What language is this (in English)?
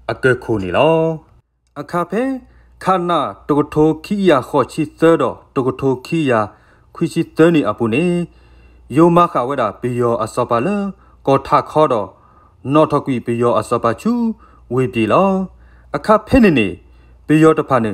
S'gaw Karen